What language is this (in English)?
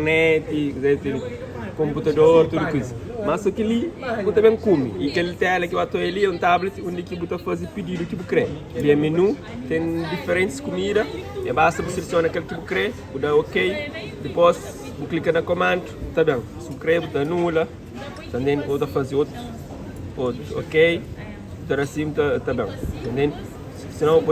Kabuverdianu